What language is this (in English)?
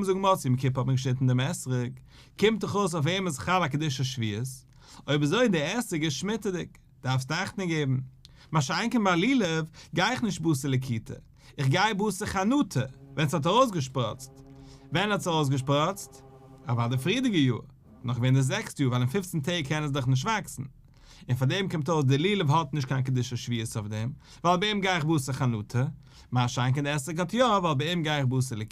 Yiddish